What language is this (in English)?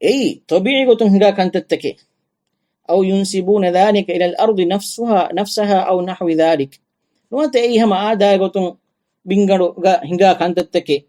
Divehi